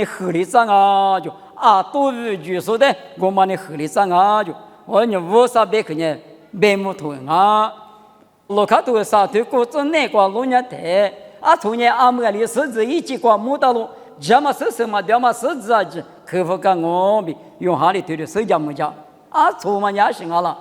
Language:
Lisu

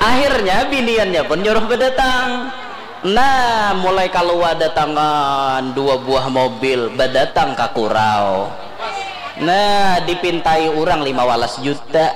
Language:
Banjar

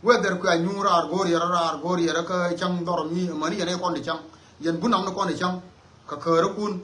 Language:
Nuer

